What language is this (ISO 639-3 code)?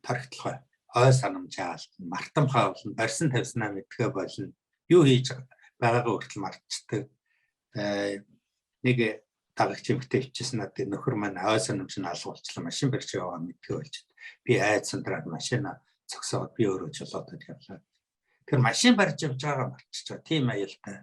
mon